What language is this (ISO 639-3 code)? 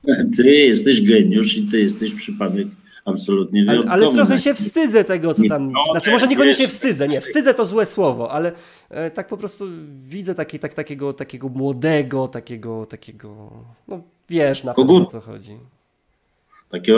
pol